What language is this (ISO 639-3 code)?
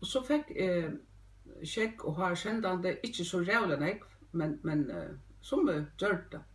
fao